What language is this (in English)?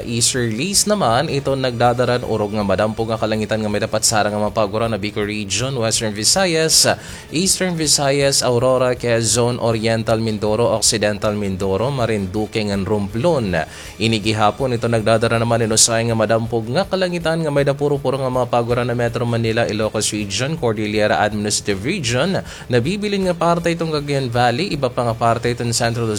Waray